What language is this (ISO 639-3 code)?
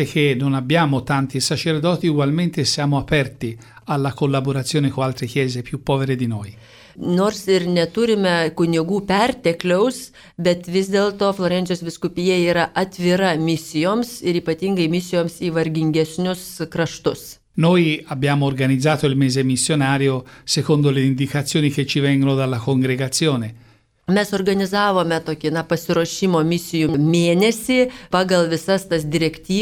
lit